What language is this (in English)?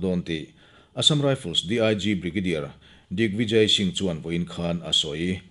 Mizo